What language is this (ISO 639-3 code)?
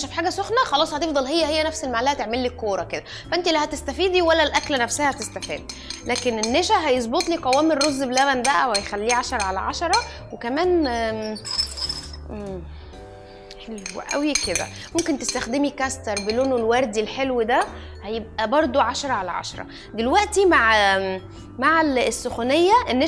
arz